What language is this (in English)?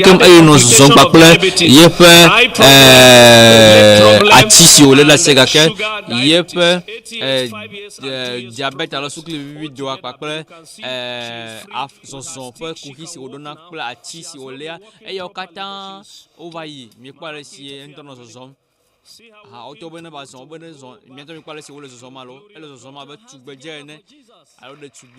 Ewe